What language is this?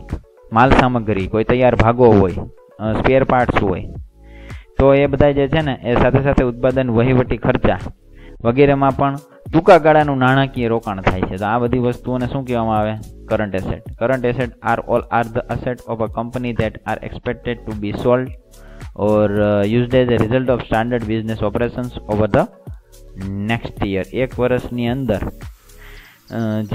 Gujarati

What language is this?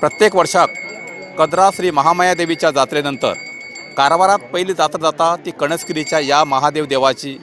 Konkani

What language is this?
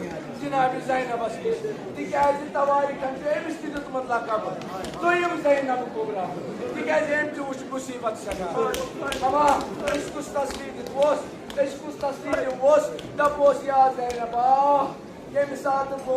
Kashmiri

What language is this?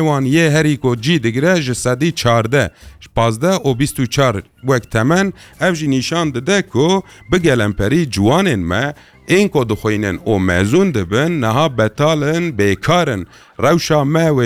Kurdish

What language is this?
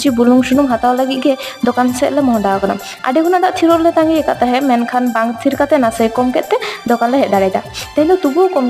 Santali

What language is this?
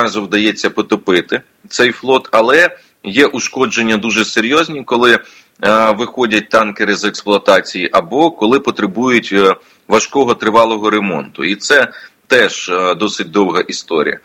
Ukrainian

